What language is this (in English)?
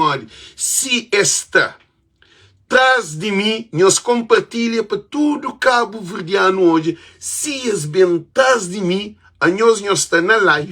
Kabuverdianu